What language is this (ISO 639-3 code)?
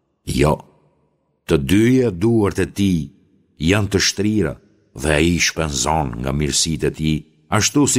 sqi